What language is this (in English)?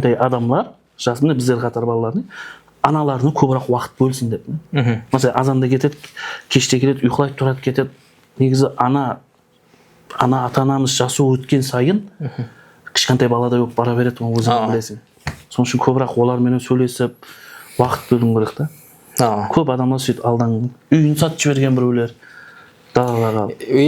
Kara-Kalpak